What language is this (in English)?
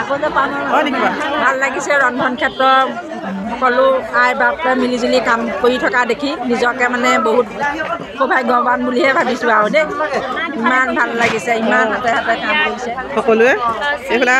Assamese